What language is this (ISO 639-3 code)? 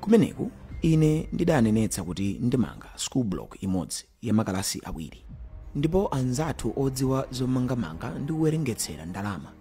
nya